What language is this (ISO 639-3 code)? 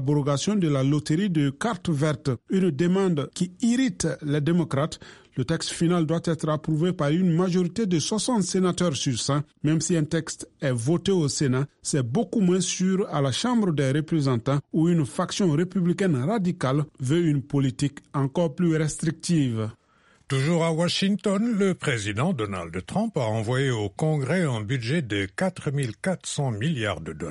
fra